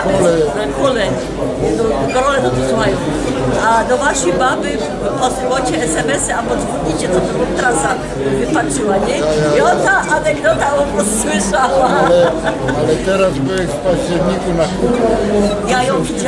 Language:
Silesian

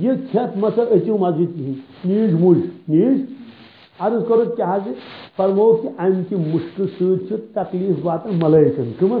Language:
Kashmiri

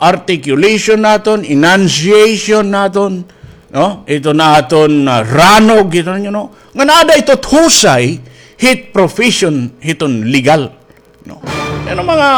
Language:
Waray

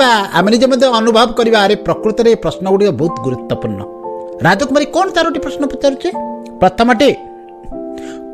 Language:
Odia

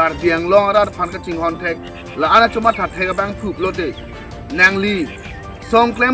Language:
Karbi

